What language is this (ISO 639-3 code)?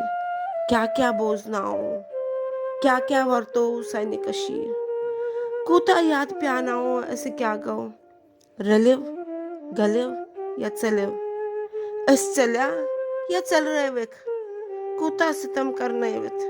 kas